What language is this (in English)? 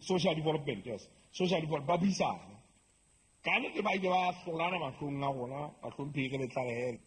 Southern Sotho